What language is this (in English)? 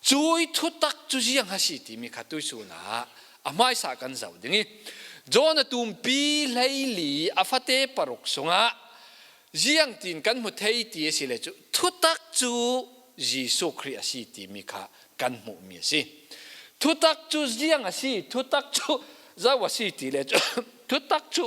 Falam Chin